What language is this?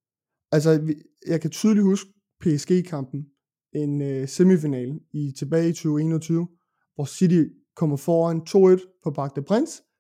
Danish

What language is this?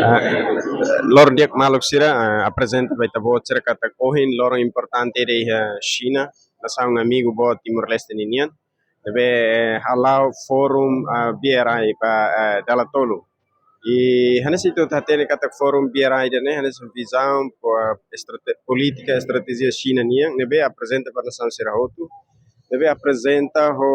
Tetum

